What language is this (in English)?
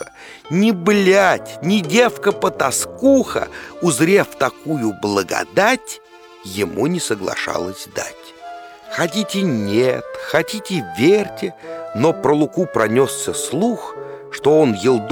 Russian